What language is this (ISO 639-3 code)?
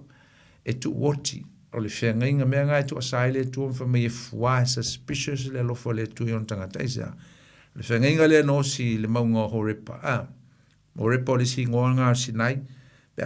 smo